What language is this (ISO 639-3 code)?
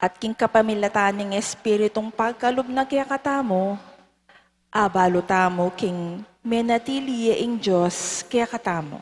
pam